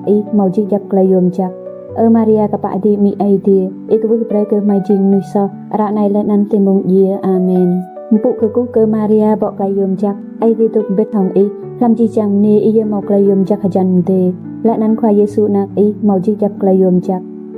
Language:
Rade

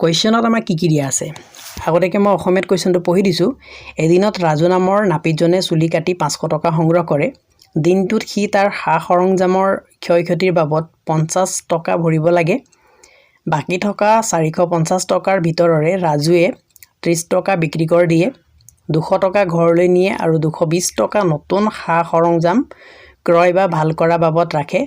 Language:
Assamese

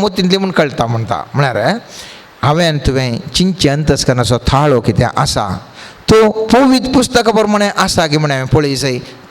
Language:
Konkani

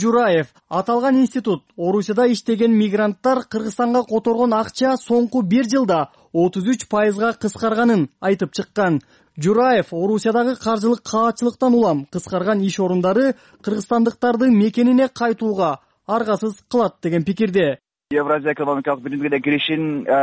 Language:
Kyrgyz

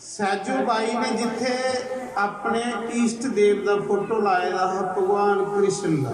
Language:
Dogri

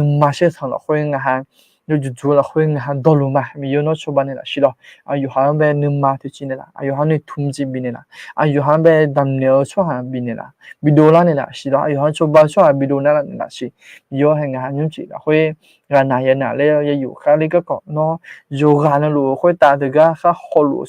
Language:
Akha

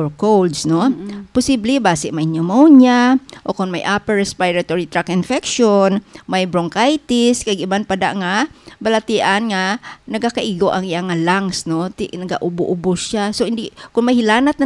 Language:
Hiligaynon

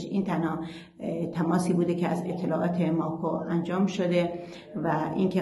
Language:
Persian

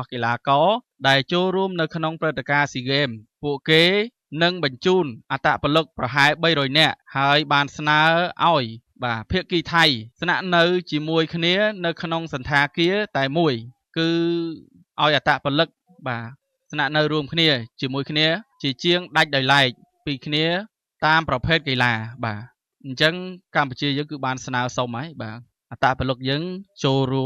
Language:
Khmer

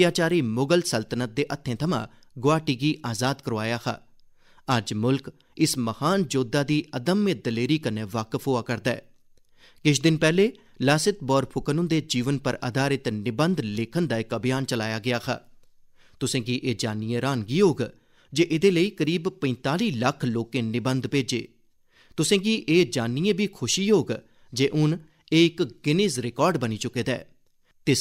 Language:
Dogri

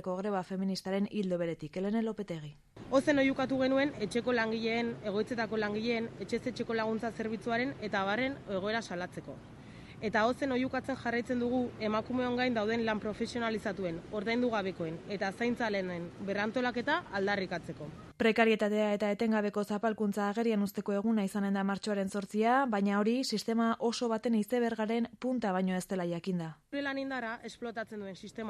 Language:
Basque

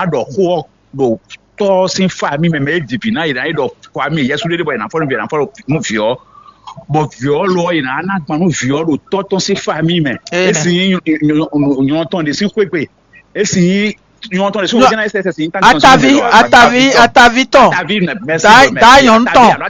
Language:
Fon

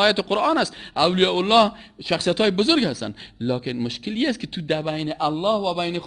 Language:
Persian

